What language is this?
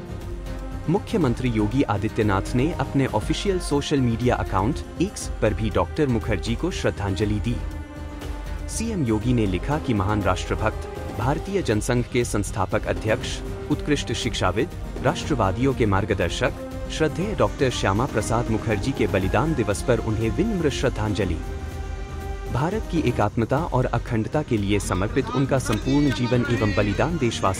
Hindi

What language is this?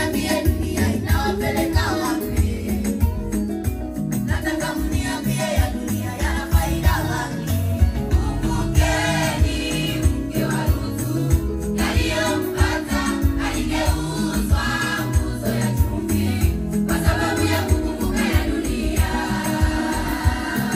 Swahili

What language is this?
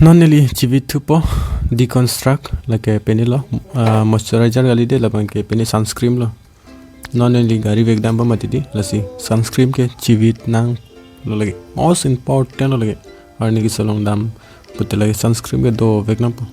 Karbi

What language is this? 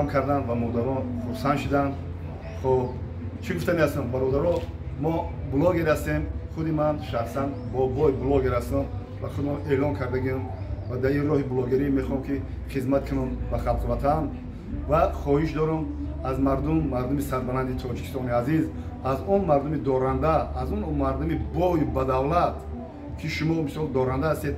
Tajik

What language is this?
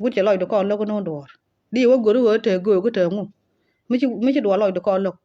Nuer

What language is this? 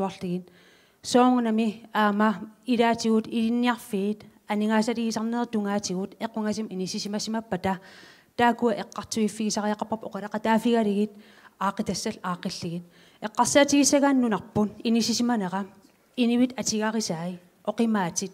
Kalaallisut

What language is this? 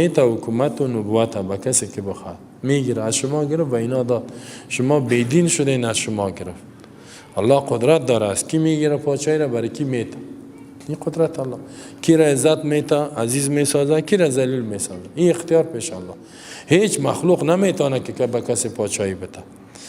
Persian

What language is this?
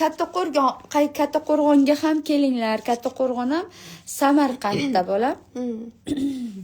Uzbek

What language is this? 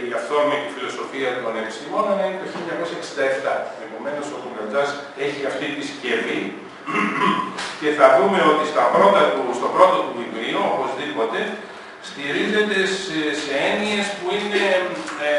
Greek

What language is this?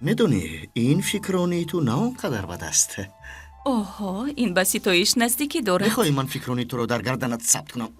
Tajik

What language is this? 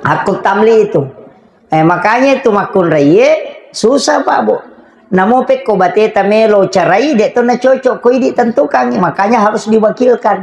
Buginese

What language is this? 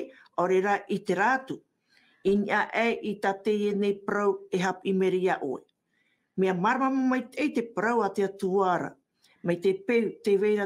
Tahitian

